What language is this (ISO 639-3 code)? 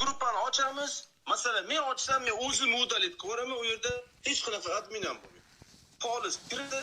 uzb